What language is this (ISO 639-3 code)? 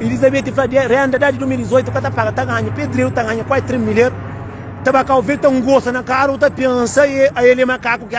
kea